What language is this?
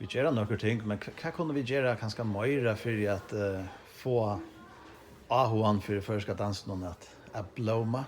Faroese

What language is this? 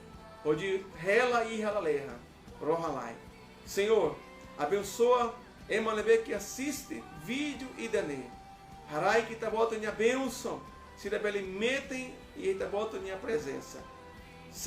Tetum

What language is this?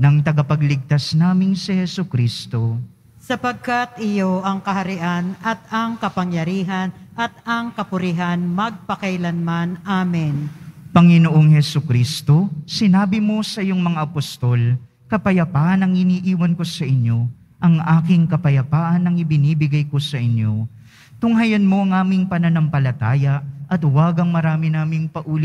Filipino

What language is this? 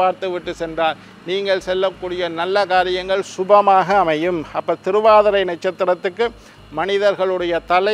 Tamil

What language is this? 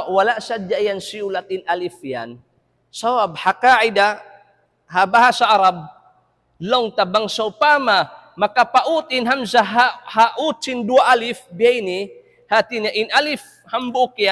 Tausug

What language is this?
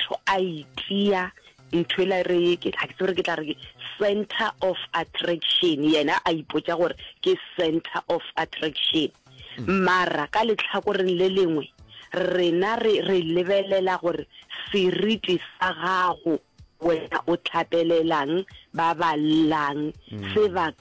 Northern Sotho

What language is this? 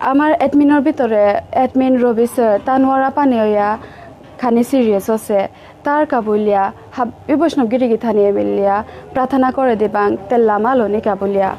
Bishnupriya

